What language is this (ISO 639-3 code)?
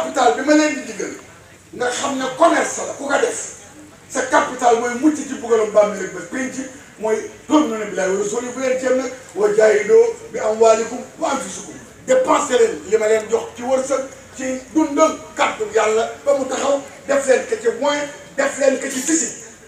wol